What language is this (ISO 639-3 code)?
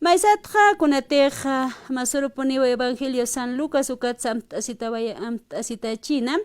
aym